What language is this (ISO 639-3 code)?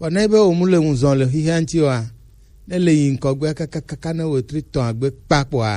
gej